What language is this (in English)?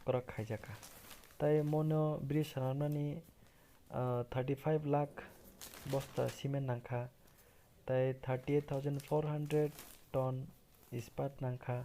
Kok Borok